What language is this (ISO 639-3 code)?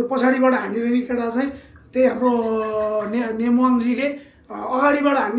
nep